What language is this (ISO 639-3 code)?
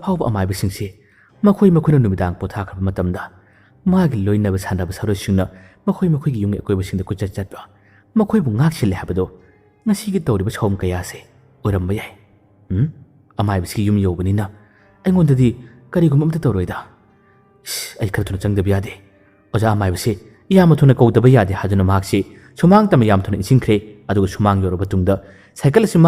mni